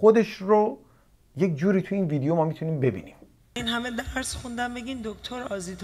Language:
Persian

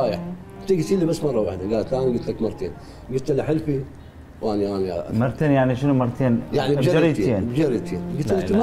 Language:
Mesopotamian Arabic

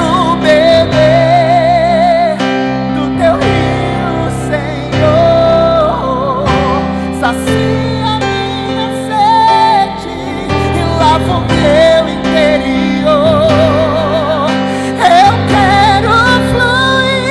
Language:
Portuguese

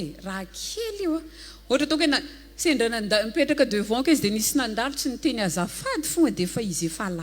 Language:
Malagasy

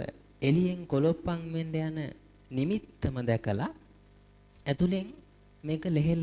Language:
Sinhala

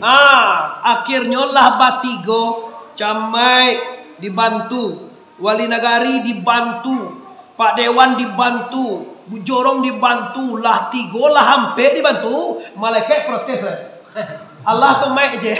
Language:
Minangkabau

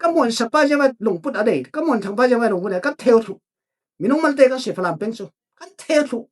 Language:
Falam Chin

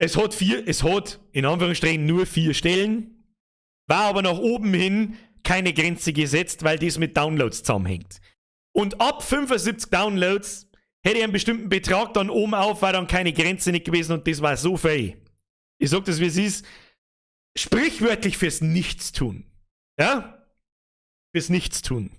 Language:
Bavarian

